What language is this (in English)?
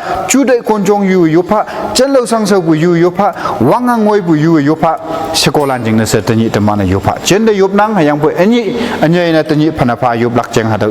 Konyak Naga